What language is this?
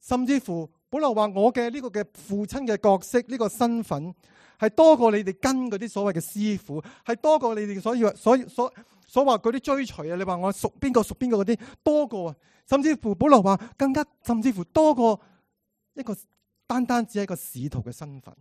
Cantonese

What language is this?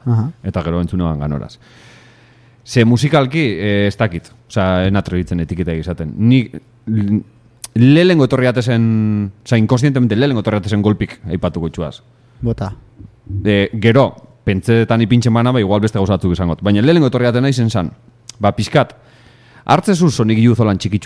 Basque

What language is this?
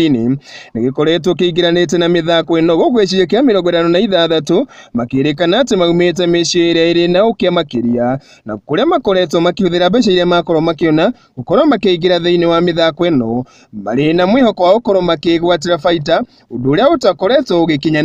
Kikuyu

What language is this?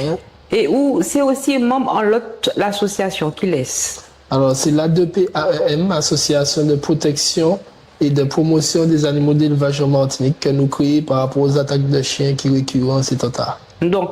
Guadeloupean Creole French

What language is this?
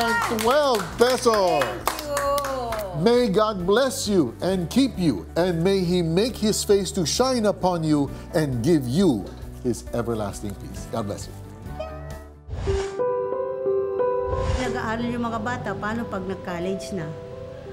Filipino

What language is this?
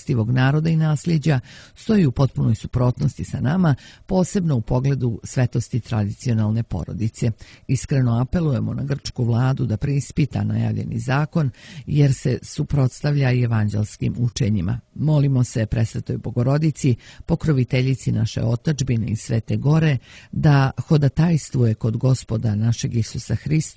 Serbian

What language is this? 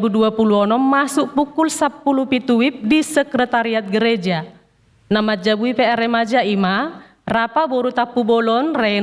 Batak Toba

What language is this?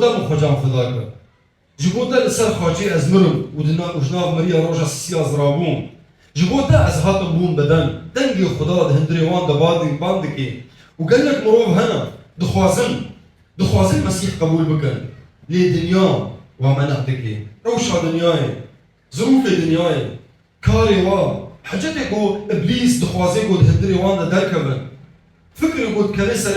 Kurdish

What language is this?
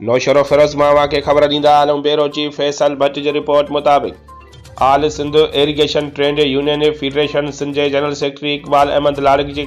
Sindhi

